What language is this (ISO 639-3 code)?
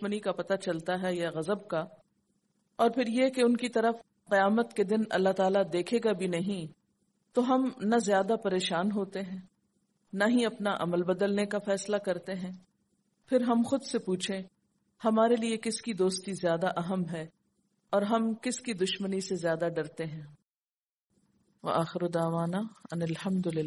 urd